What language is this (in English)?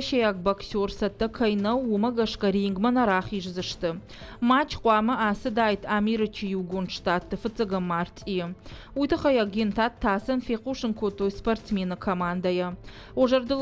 Ossetic